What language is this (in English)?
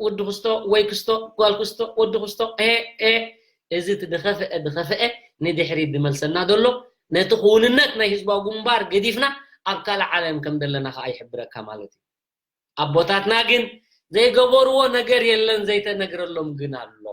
Tigrinya